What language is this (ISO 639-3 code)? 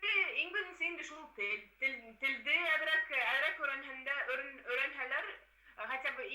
bak